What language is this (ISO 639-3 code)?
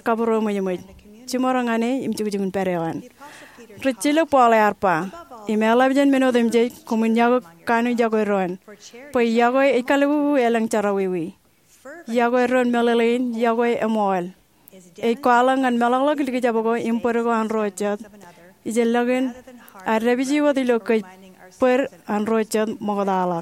mah